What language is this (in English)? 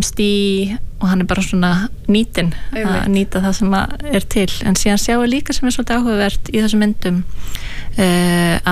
Icelandic